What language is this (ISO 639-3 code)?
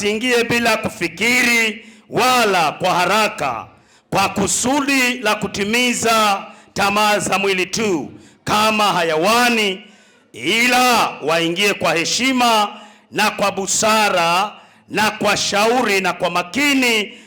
swa